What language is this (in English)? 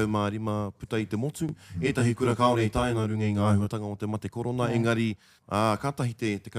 Māori